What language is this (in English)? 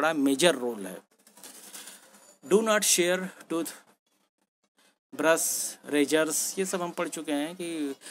Hindi